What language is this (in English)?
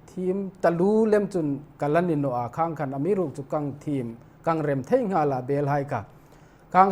Hmar